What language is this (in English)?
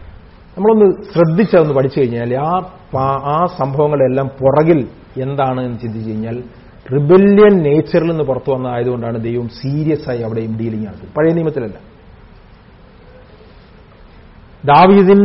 Malayalam